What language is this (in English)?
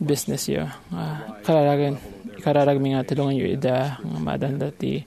Iloko